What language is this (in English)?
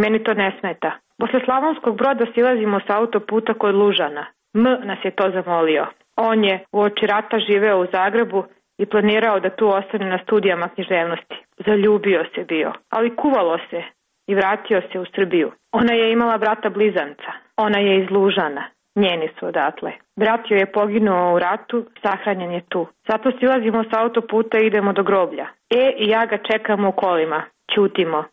Serbian